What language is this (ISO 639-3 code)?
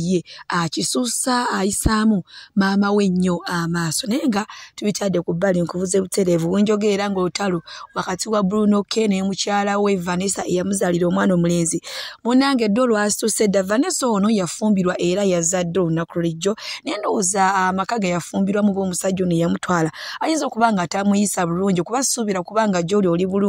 lug